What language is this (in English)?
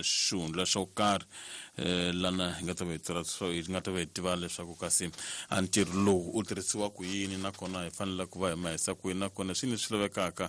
Tsonga